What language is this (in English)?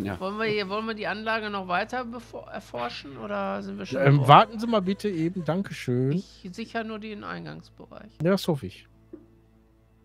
German